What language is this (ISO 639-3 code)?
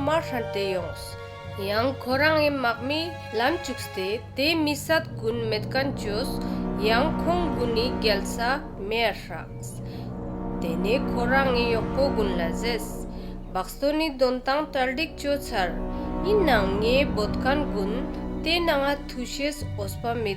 lbj